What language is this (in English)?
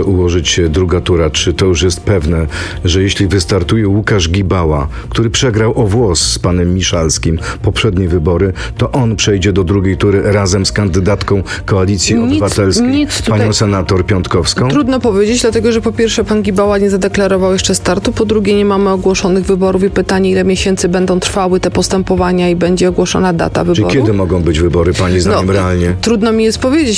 Polish